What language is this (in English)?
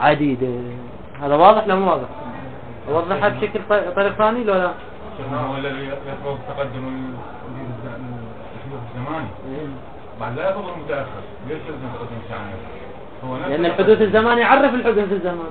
Mesopotamian Arabic